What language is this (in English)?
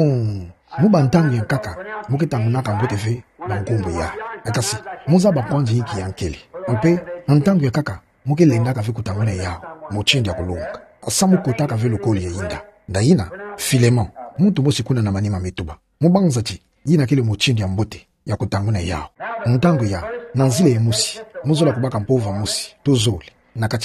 Kituba (Democratic Republic of Congo)